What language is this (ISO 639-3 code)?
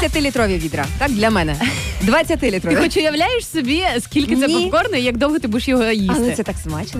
ukr